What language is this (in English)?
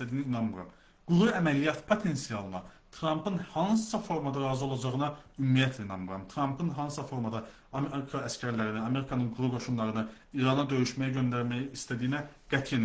Azerbaijani